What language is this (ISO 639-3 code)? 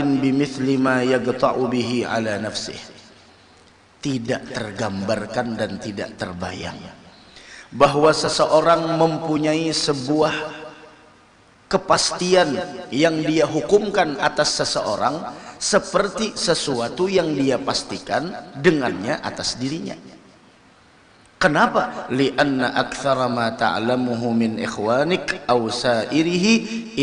ind